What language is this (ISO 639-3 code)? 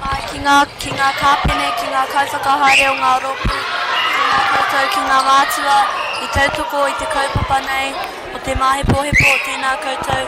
mri